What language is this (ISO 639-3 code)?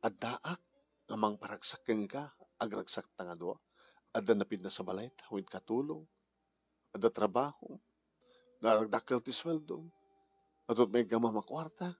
ilo